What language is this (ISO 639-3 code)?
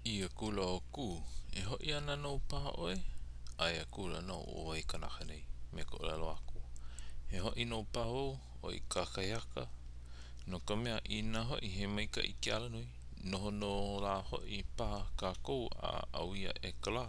haw